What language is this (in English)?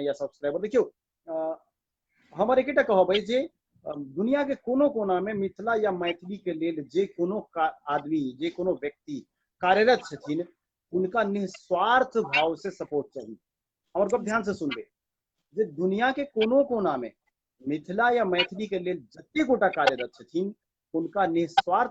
Maithili